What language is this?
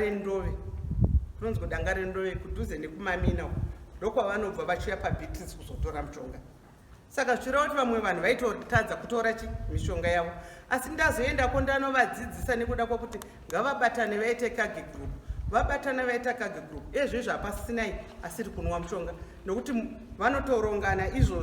Shona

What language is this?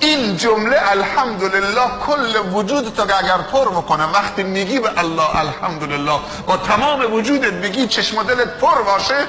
Persian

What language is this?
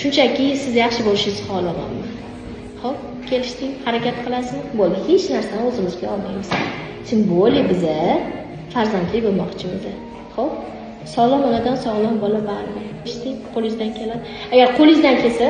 Uzbek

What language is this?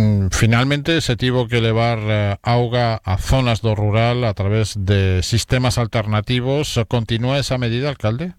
Galician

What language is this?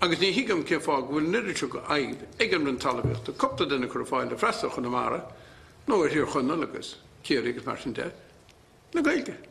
Irish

